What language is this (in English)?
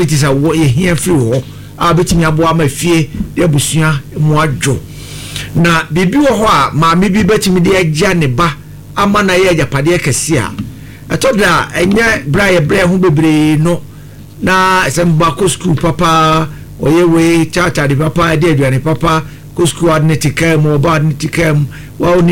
Akan